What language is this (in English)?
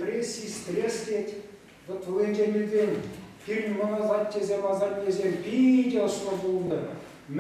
Chuvash